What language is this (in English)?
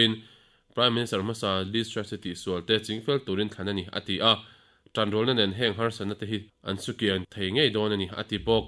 Mizo